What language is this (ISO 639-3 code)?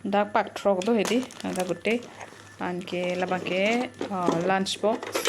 mjw